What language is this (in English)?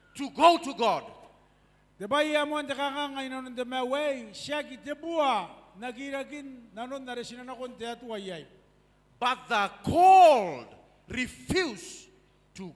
Gilbertese